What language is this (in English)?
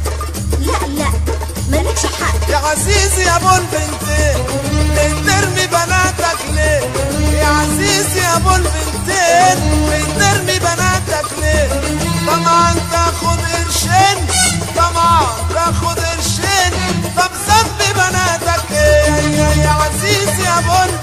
Egyptian Arabic